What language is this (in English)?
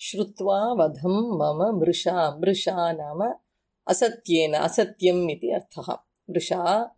Sanskrit